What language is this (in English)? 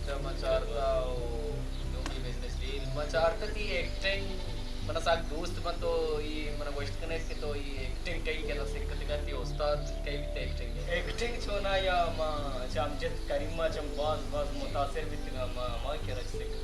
Baluchi